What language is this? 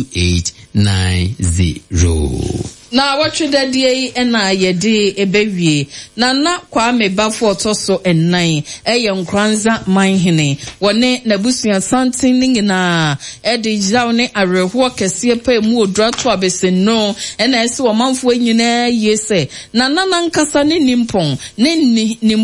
Akan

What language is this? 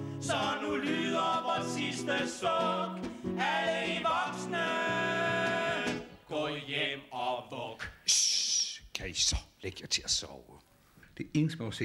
Danish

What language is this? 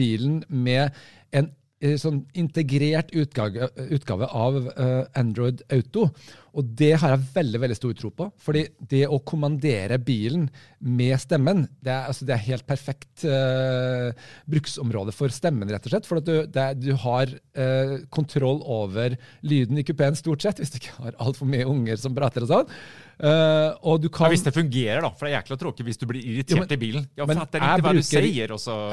Norwegian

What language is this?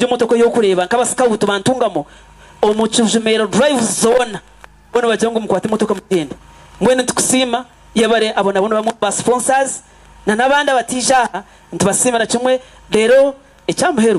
Nyankole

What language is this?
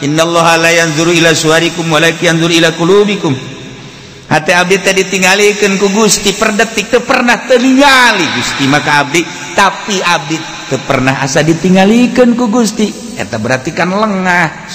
Sundanese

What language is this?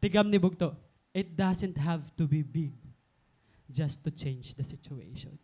Waray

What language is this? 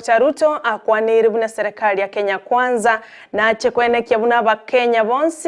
Gusii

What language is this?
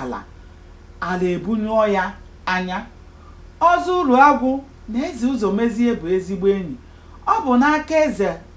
Igbo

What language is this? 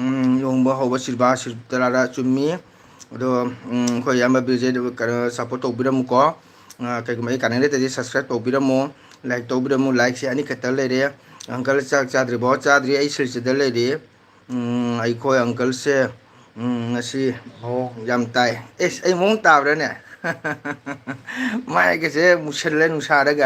Manipuri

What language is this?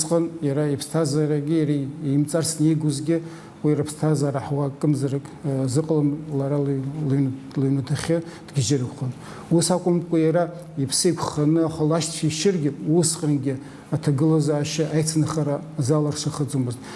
Abkhazian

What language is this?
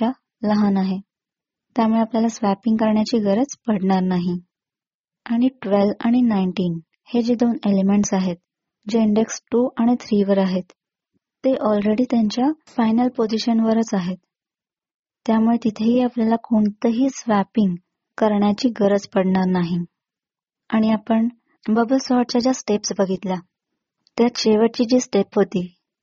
Marathi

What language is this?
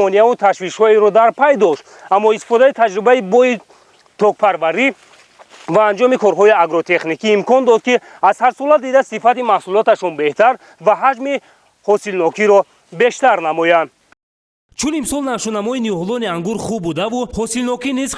Tajik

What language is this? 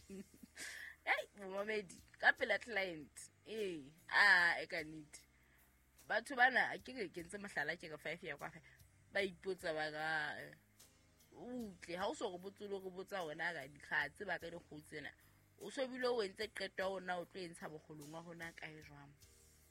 Southern Sotho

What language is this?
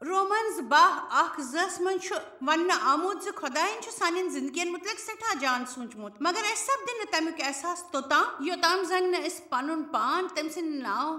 Kashmiri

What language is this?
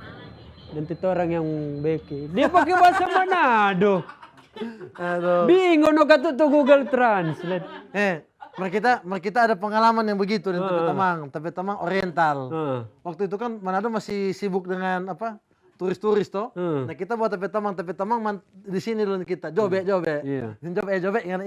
Manado Malay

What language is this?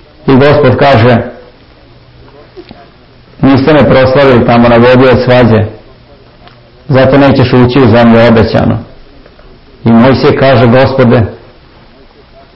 Serbian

